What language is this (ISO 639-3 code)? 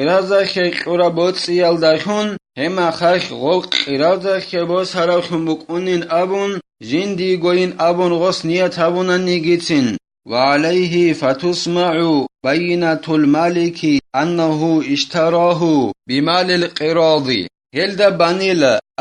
ava